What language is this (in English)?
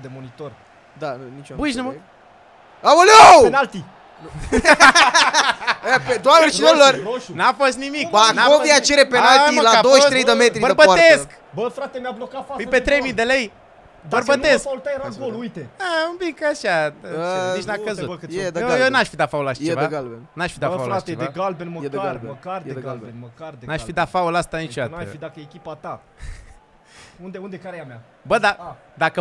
Romanian